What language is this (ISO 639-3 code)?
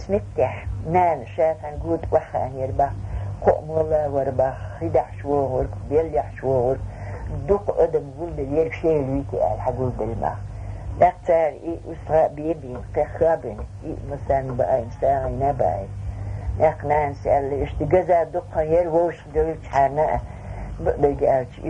che